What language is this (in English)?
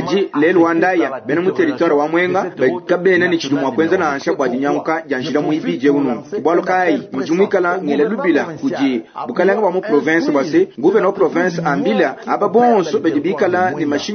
Luba-Lulua